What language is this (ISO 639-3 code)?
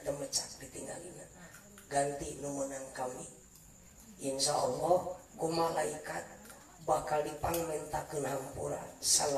sun